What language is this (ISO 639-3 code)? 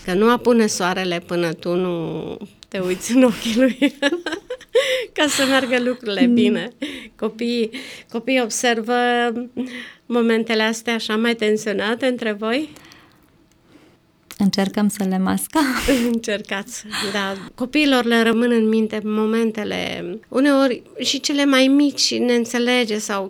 ron